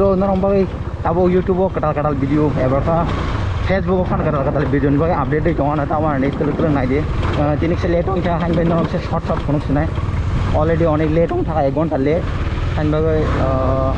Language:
Kok Borok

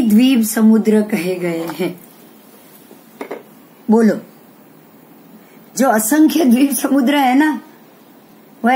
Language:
Hindi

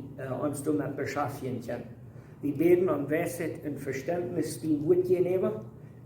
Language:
Plautdietsch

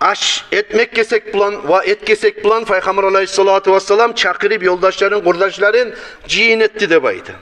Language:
Kumyk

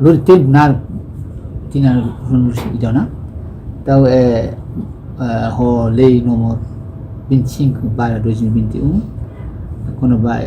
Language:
Tetum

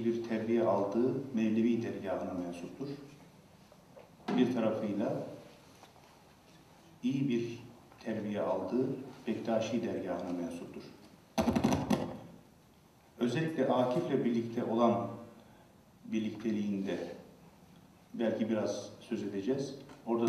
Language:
Turkish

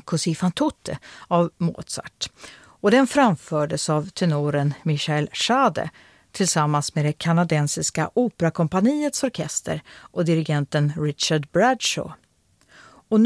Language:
Swedish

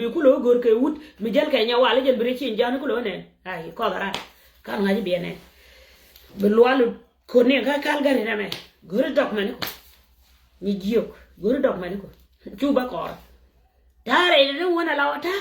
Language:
Nuer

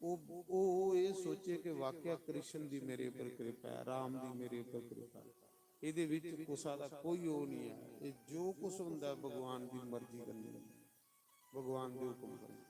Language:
Dogri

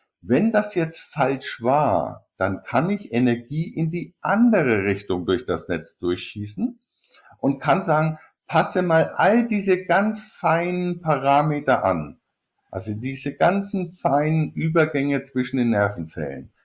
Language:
German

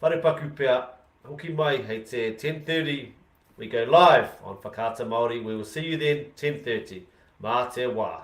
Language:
Māori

